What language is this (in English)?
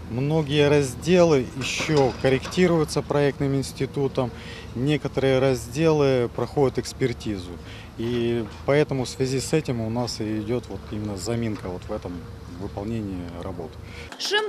Crimean Tatar